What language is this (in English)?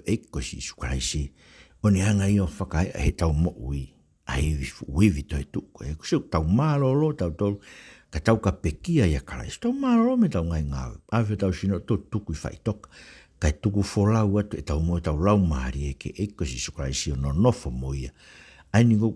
Tongan